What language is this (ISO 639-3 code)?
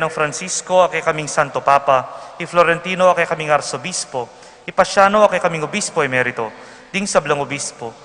pam